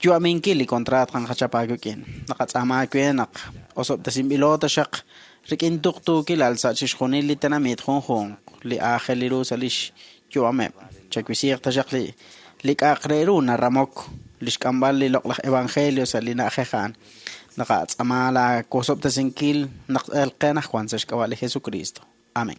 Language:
Kekchí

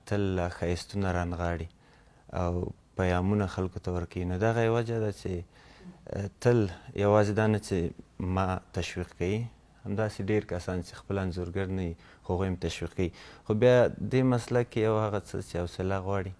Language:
Pashto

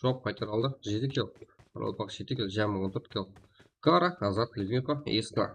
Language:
Kara-Kalpak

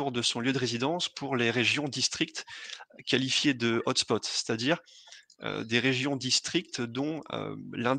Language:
French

